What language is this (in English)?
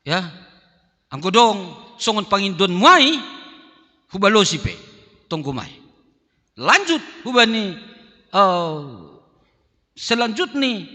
Batak Simalungun